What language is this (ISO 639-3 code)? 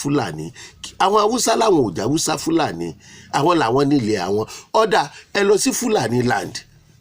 yor